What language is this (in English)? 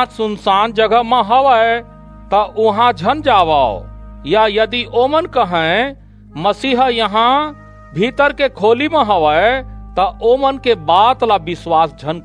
Chhattisgarhi